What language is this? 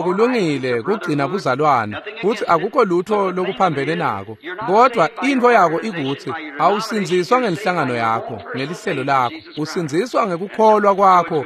Swati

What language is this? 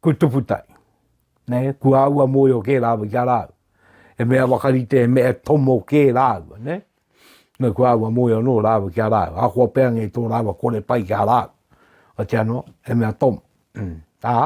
Māori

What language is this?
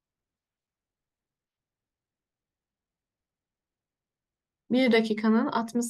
Turkish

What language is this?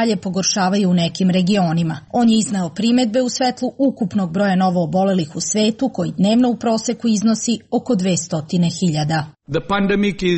Serbian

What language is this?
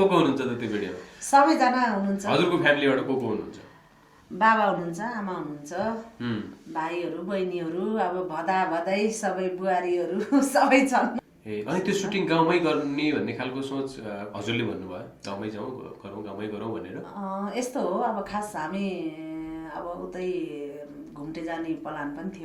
Nepali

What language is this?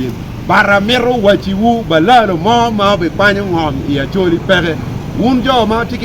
Acoli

